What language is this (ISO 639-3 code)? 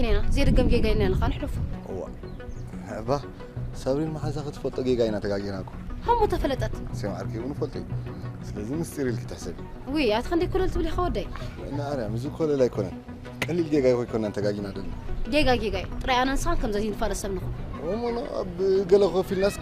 tir